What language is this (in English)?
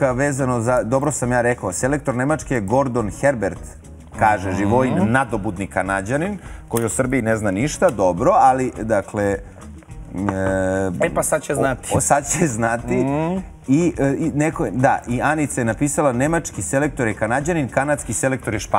Serbian